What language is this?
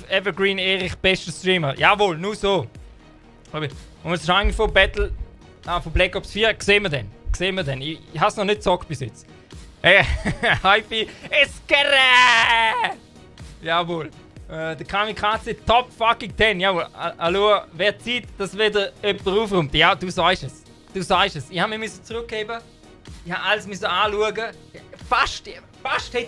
Swiss German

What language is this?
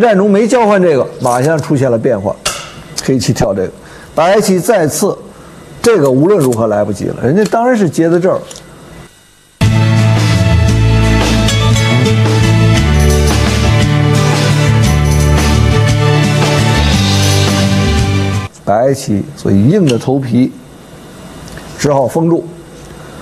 Chinese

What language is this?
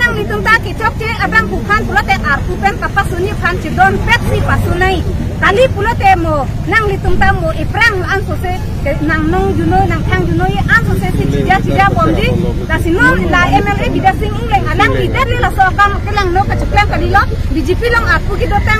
Karbi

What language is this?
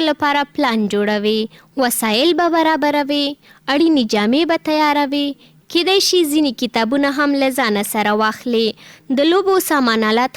Pashto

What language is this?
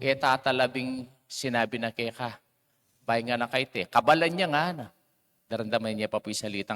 Pampanga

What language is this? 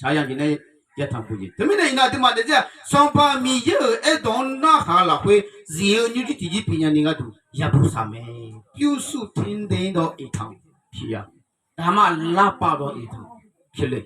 Akha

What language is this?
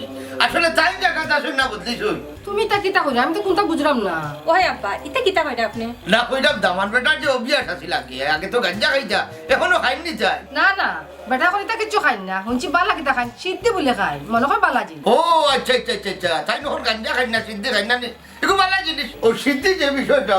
Sylheti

